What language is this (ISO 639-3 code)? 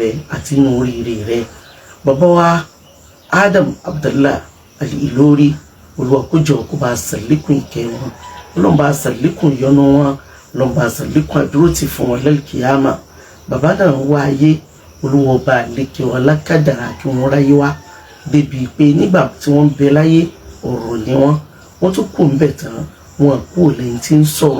yor